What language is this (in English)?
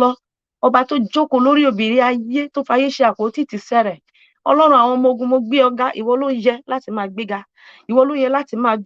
Yoruba